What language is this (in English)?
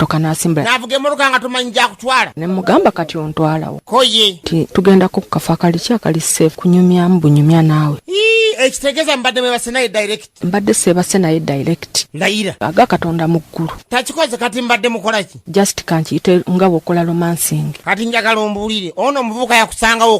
Ganda